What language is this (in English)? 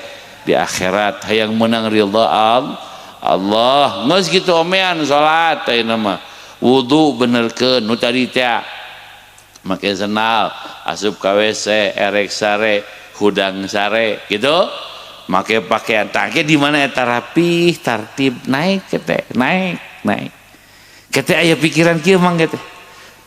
Sundanese